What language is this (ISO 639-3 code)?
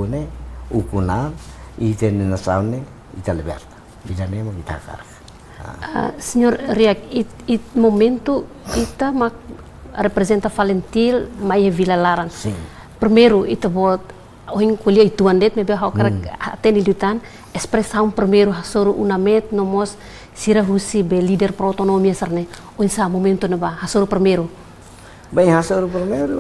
tet